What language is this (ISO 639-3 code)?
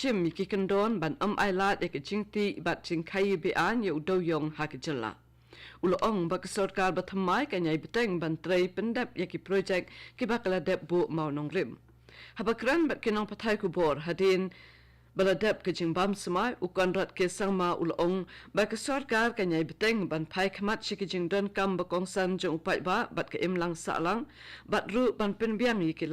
kha